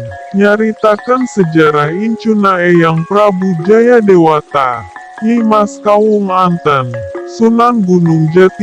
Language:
Sundanese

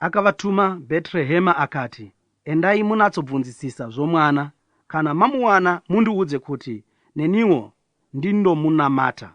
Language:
Shona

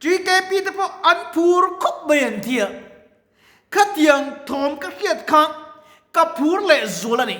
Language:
Mizo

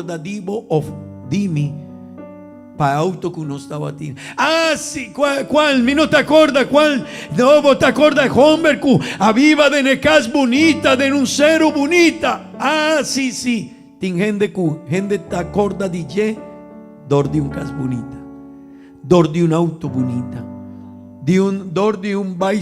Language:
Papiamento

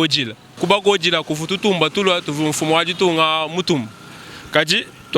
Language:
Luba-Lulua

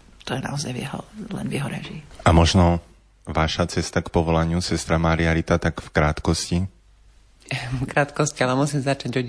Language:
Slovak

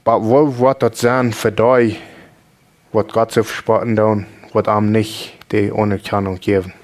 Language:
Plautdietsch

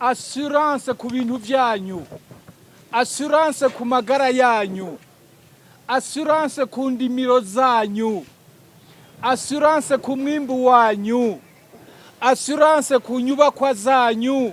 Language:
Rundi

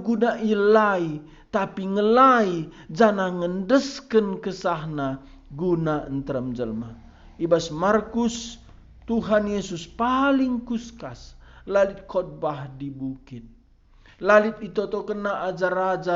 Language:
Batak Karo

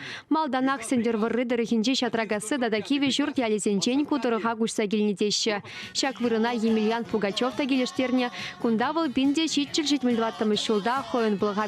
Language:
Chuvash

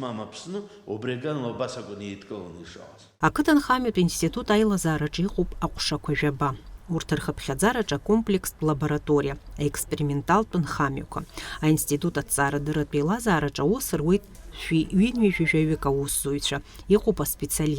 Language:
Abkhazian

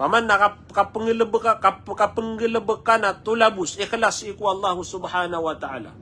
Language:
Maranao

